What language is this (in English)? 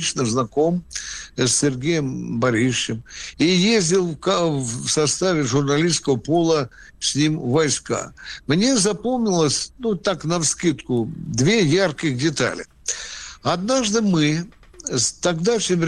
Russian